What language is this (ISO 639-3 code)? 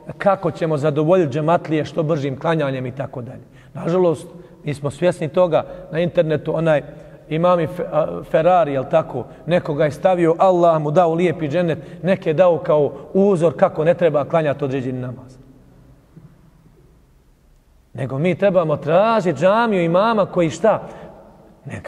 bos